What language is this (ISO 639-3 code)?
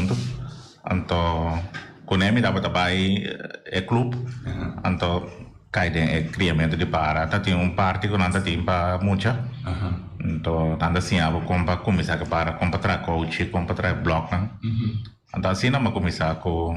pap